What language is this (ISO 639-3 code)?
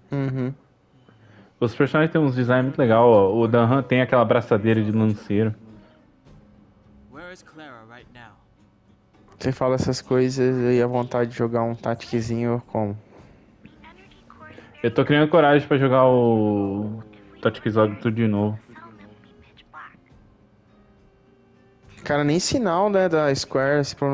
por